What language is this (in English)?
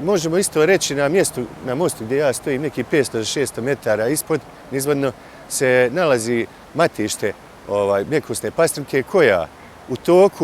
Bosnian